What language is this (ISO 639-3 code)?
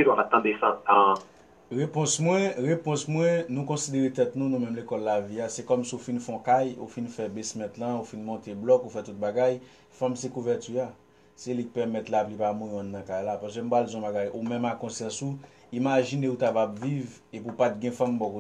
hat